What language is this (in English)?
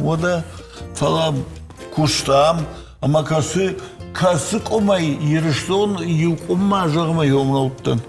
Ossetic